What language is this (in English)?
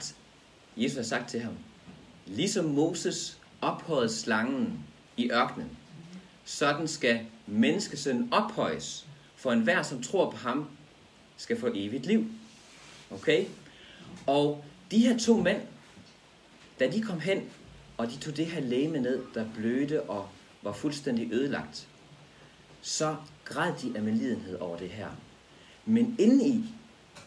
Danish